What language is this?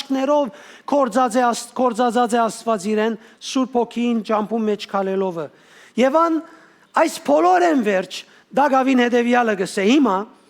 Western Armenian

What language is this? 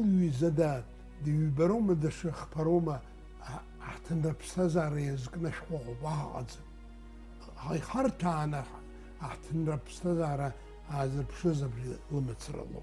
Abkhazian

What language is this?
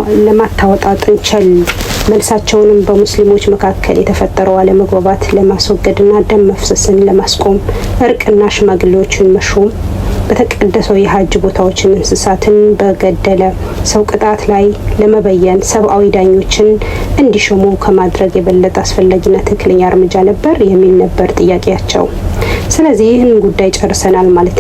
Amharic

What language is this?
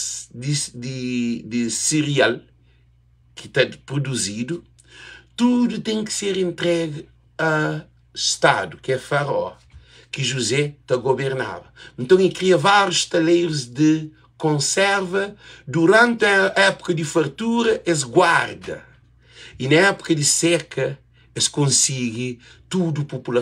Kabuverdianu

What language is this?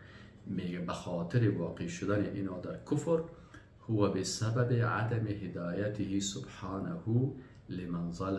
Persian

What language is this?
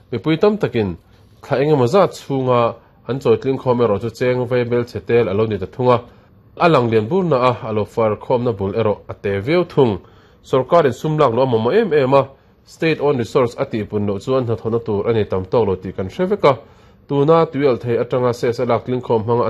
Mizo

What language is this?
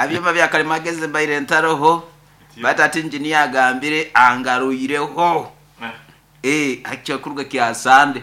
Nyoro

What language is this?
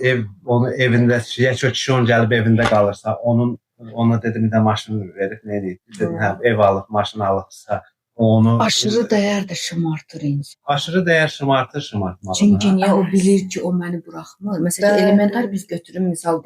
Azerbaijani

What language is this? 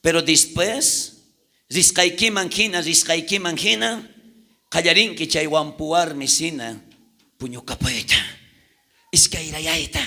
South Bolivian Quechua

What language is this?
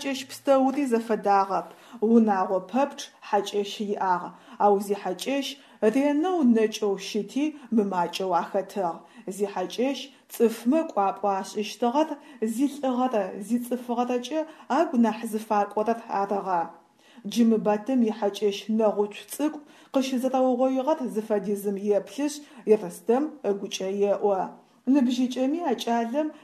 Adyghe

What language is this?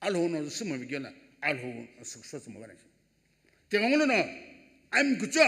Sumi Naga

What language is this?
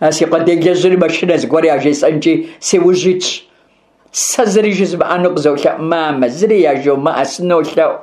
Kabardian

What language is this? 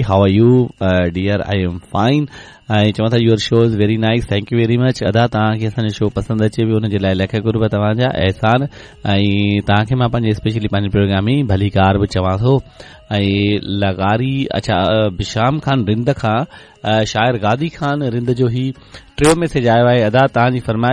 Sindhi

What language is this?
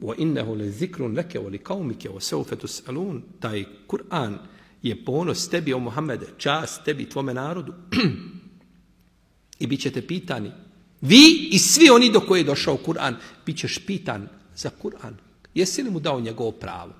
Bosnian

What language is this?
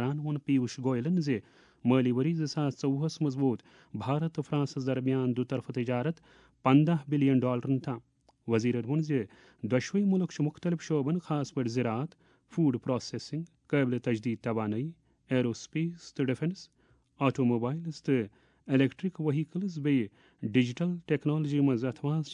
Kashmiri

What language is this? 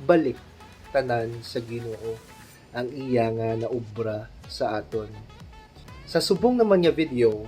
Hiligaynon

